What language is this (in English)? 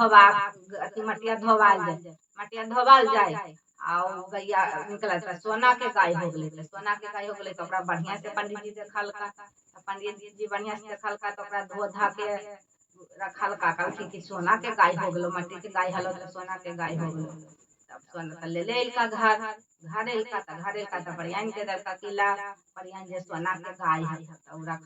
Magahi